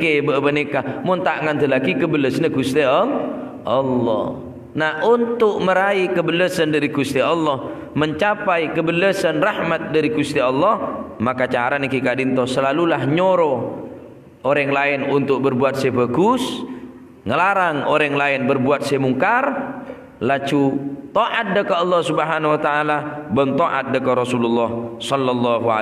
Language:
Madurese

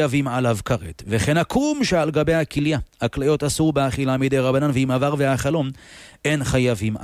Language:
Hebrew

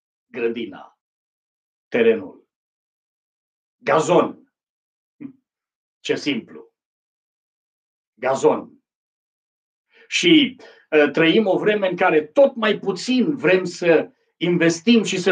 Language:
Romanian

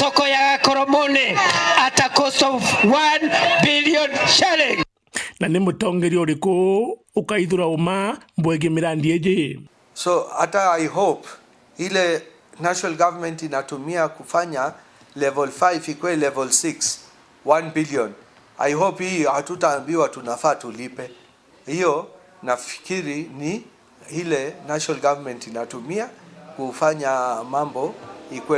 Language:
Meru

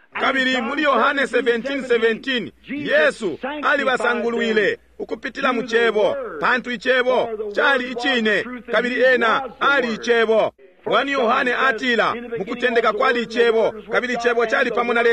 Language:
Bemba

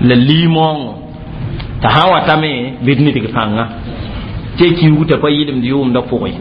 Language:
Mossi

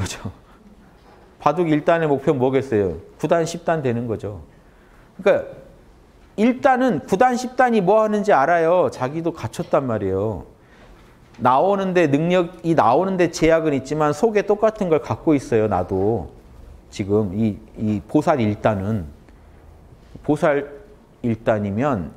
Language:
Korean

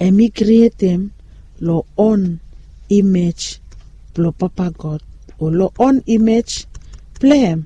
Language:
Bislama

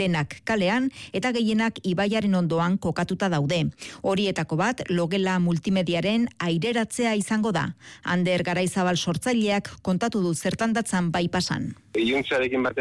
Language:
Basque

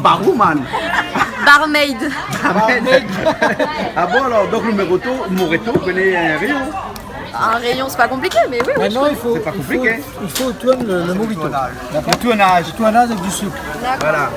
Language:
Réunion Creole French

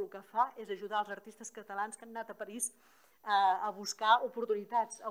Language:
Catalan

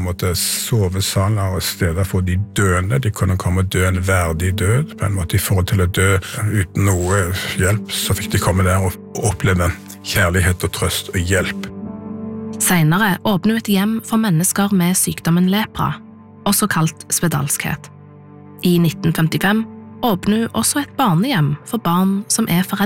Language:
Norwegian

